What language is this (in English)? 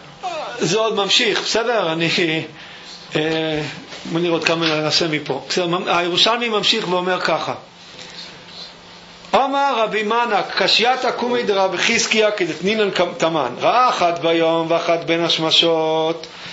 Hebrew